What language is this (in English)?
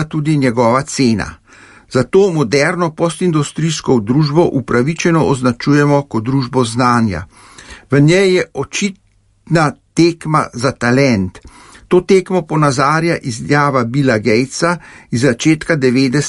Slovenian